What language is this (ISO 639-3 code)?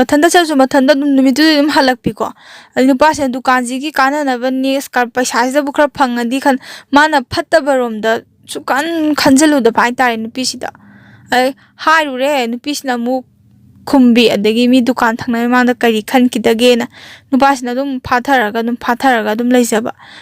mni